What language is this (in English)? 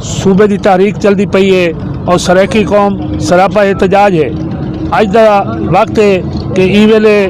Saraiki